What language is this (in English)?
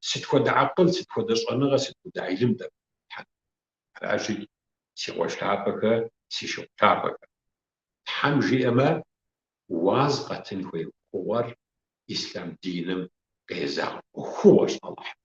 Kabardian